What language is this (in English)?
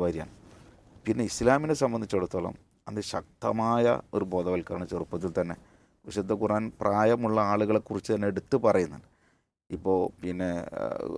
Malayalam